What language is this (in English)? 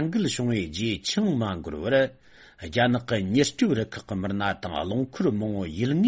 Tibetan